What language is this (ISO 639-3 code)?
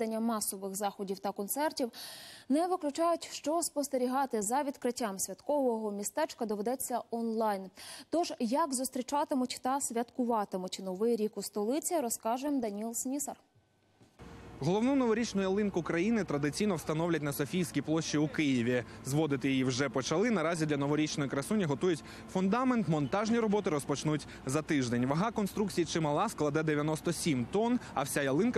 ukr